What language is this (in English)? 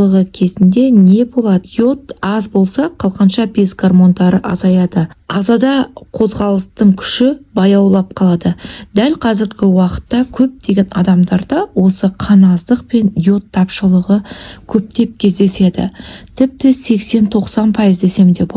Kazakh